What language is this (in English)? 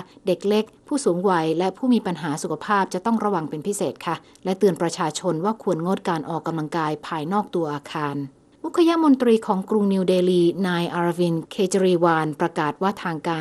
Thai